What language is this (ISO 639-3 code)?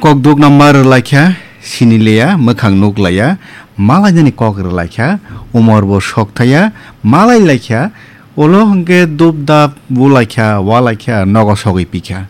trp